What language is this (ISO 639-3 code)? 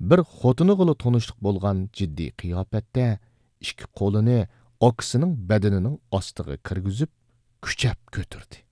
uig